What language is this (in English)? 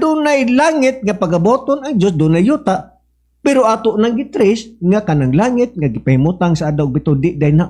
Cebuano